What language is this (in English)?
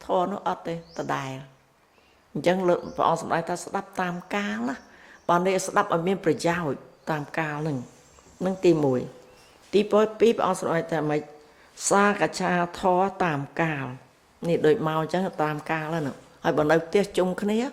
Khmer